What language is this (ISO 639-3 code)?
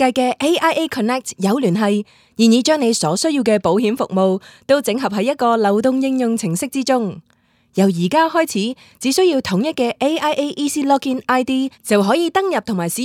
yue